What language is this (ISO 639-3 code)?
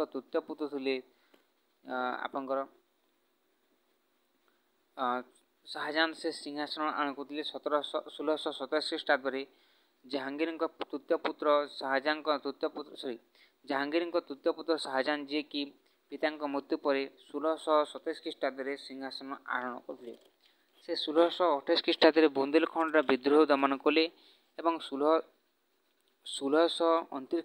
ori